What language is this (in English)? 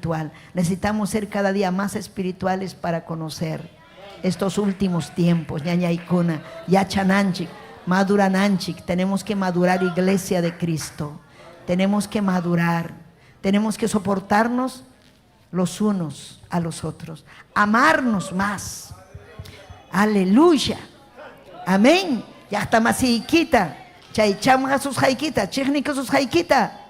Ayacucho Quechua